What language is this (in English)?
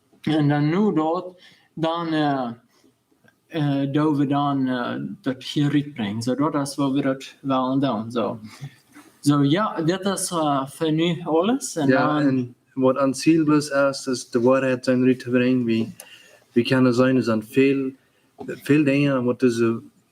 Plautdietsch